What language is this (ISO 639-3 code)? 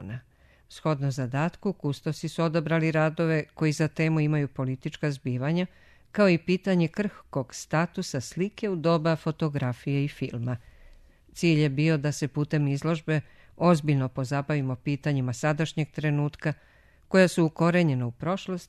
srp